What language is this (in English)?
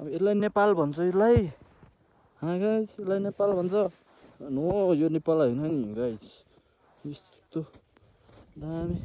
Nepali